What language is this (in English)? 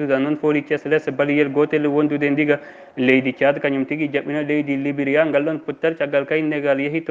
Fula